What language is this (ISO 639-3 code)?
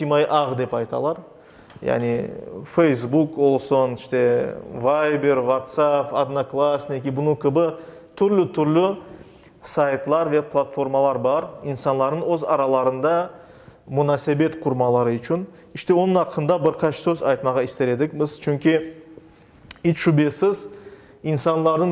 crh